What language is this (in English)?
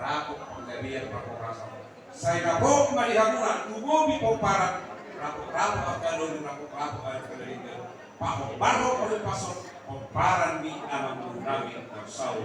Batak Toba